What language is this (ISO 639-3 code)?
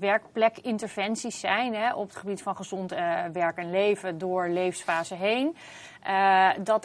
nld